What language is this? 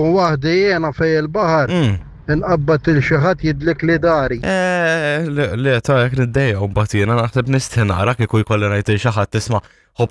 Maltese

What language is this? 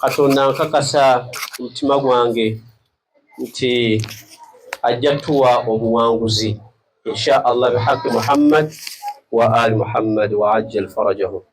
Ganda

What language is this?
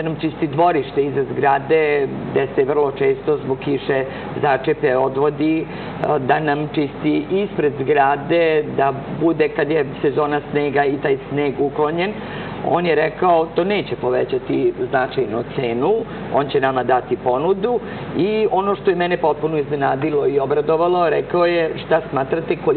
Serbian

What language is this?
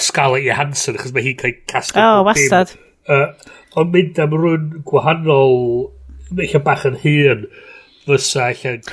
Welsh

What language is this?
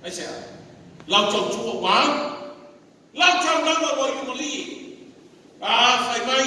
Samoan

